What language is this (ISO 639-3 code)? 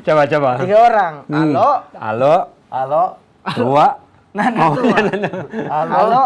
xmm